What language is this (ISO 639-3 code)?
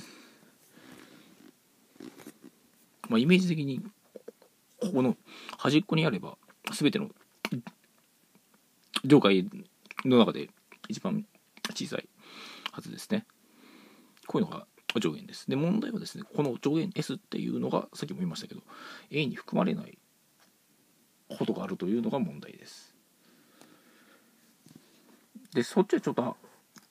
jpn